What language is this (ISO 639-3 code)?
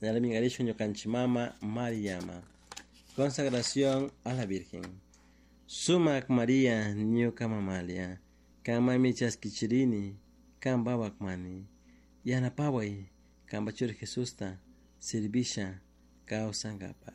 qug